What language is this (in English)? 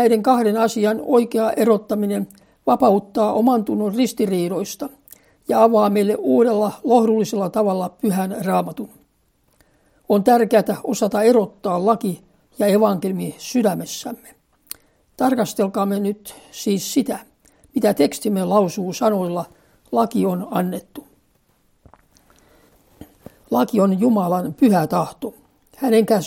Finnish